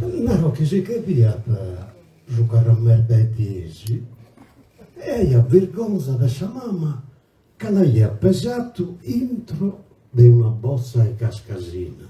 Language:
Sardinian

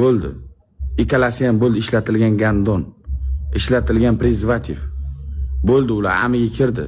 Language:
Uzbek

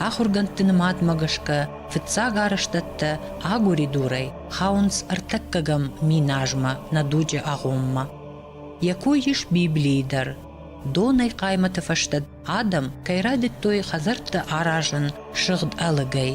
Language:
Ossetic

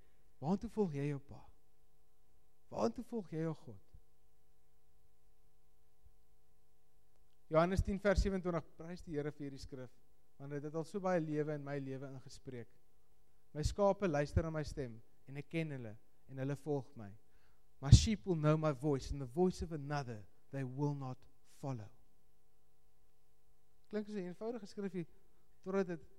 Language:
Afrikaans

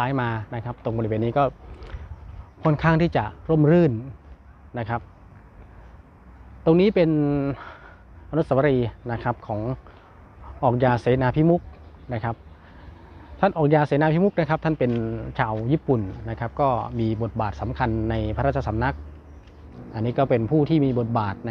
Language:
Thai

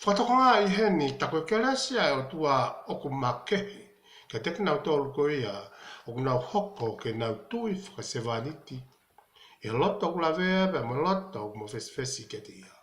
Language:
Tongan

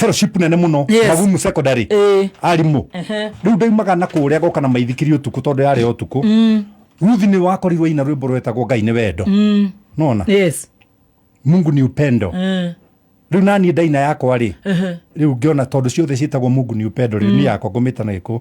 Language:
Kikuyu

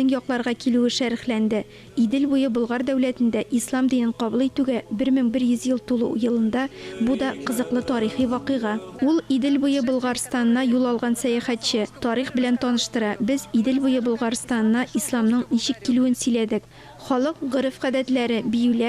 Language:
Tatar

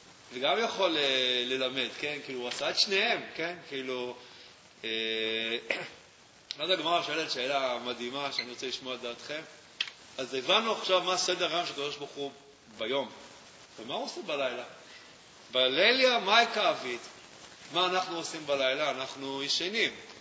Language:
Hebrew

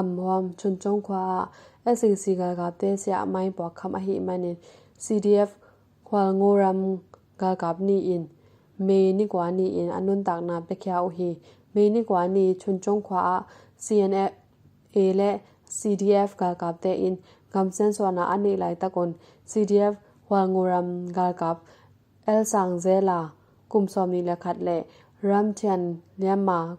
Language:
Tedim Chin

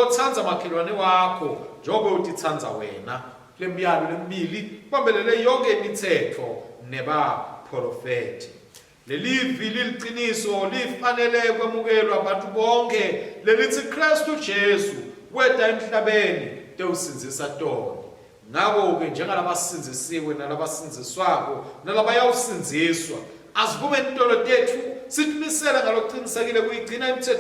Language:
Swati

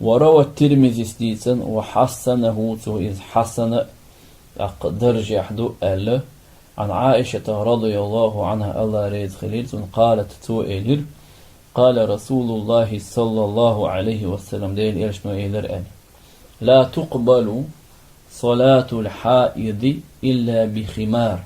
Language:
Chechen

